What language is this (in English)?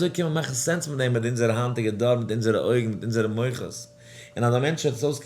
Yiddish